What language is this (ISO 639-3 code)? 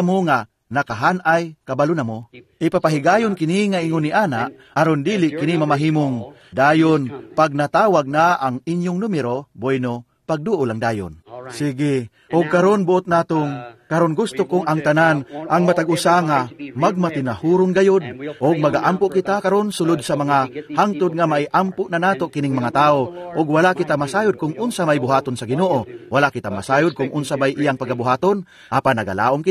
ceb